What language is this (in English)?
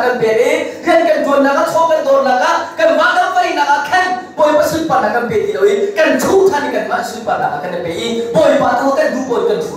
Hakha Chin